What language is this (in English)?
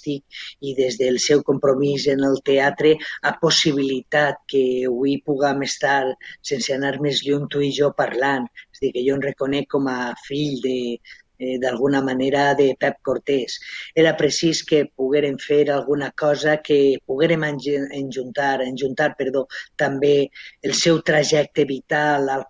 Catalan